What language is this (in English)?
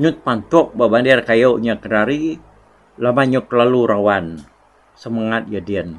Iban